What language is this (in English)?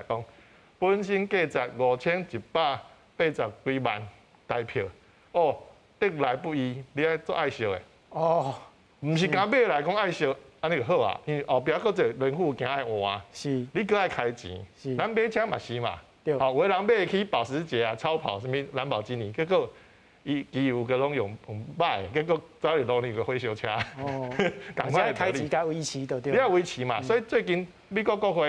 Min Nan Chinese